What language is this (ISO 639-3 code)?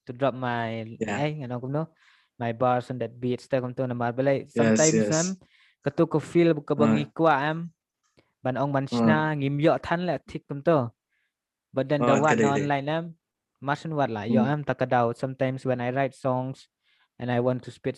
kha